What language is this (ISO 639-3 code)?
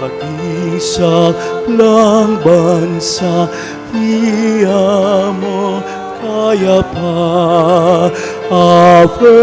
pam